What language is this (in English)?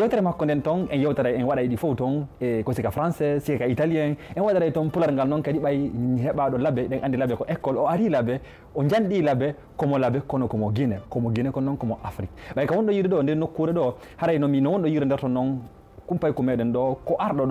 Fula